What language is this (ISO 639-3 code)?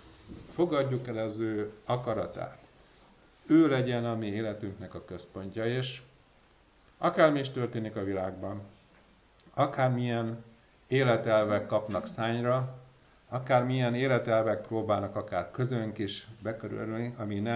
hun